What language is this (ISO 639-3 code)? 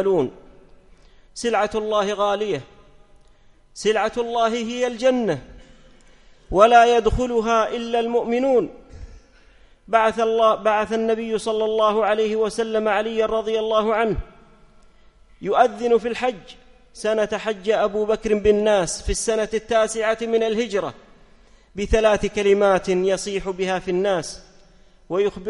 ara